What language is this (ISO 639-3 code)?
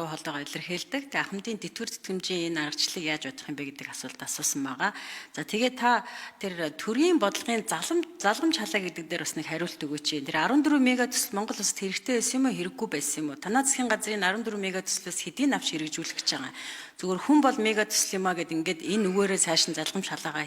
mon